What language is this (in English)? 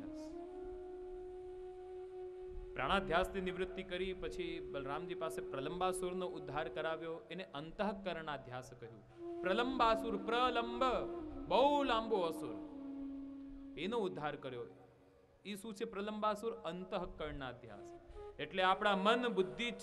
Gujarati